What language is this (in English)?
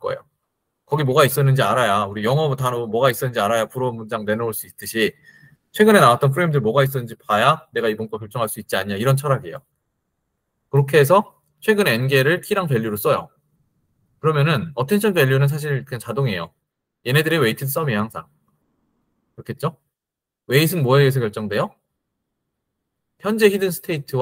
Korean